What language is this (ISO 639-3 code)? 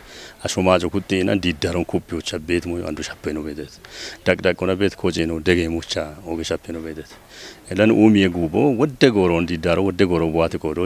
kbr